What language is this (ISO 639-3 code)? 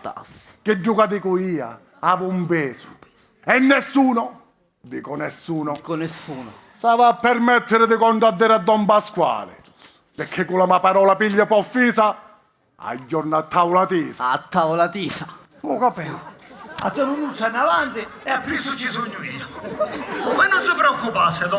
scn